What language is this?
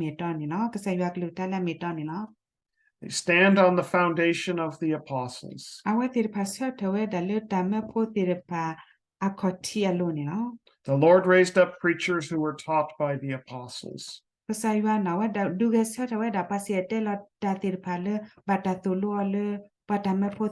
S'gaw Karen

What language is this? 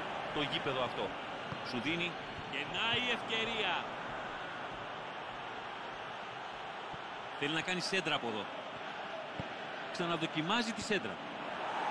Greek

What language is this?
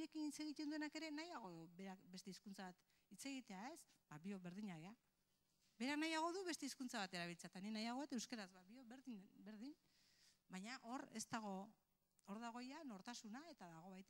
Basque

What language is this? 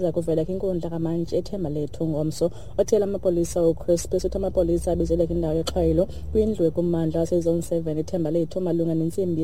Xhosa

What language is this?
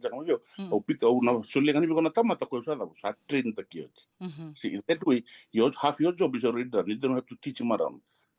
Fijian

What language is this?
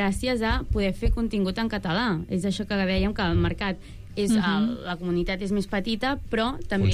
Catalan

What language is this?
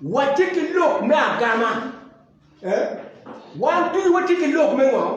Acoli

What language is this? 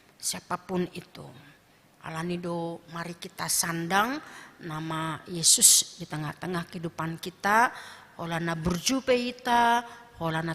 Batak Toba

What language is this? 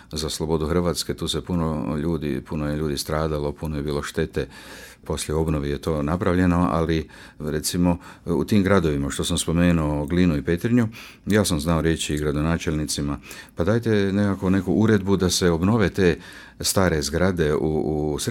Croatian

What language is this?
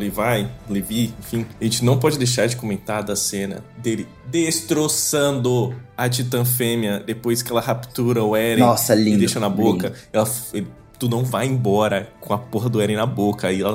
Portuguese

